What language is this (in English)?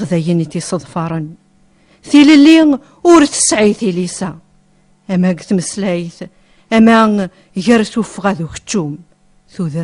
Kabyle